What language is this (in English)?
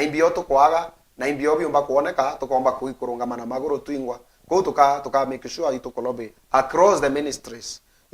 Meru